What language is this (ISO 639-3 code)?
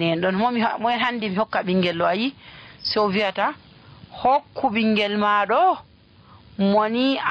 fuv